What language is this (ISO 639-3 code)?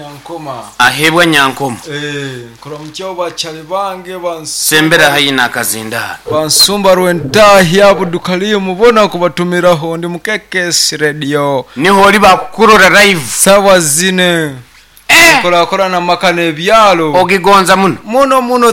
nyn